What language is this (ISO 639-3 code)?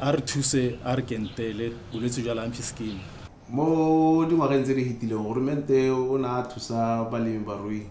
tsn